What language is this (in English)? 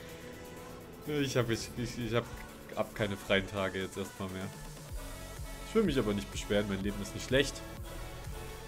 German